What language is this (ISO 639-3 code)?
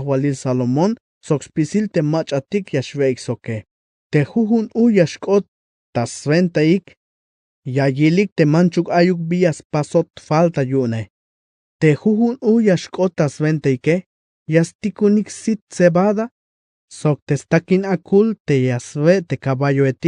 tzh